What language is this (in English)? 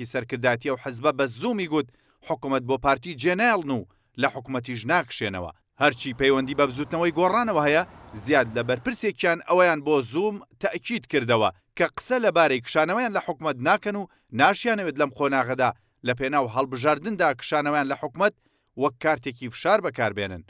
Central Kurdish